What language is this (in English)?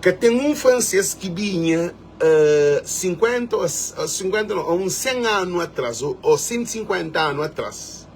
Kabuverdianu